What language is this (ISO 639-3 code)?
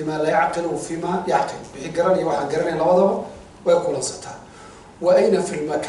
som